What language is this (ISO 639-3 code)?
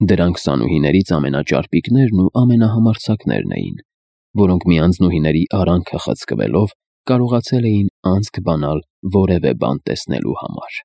hye